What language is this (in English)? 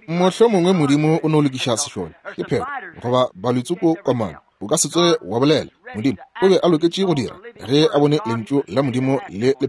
Northern Sotho